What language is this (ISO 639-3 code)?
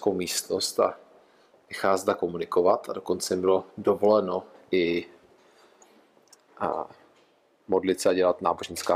ces